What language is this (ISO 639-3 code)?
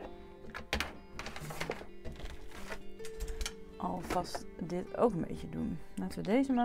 nld